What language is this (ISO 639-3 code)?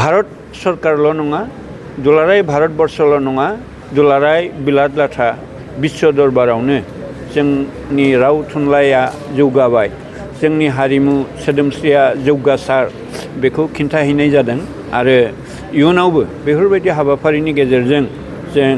brx